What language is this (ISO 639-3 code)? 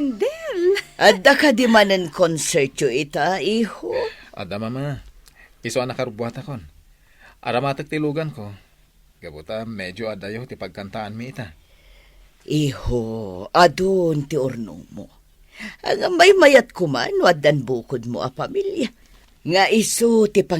ilo